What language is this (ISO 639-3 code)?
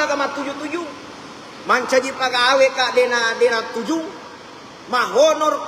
bug